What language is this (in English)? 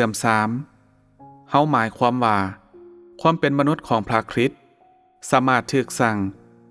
Lao